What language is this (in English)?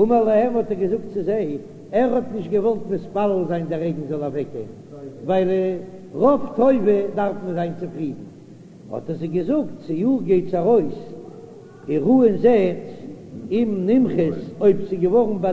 Yiddish